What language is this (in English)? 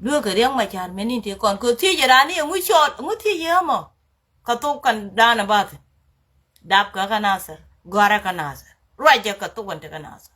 Nuer